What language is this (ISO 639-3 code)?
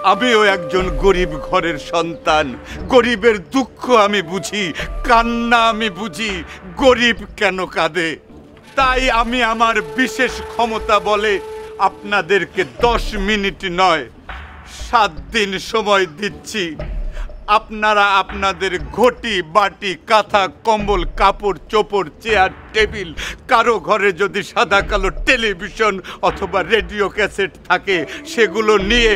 ben